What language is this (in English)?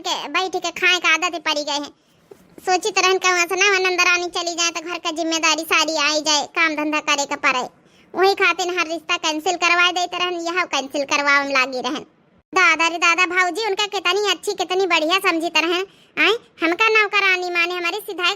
Awadhi